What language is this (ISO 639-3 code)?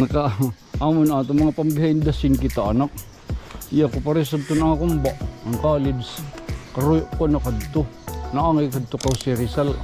war